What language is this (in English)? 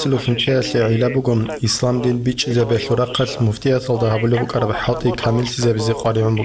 Avaric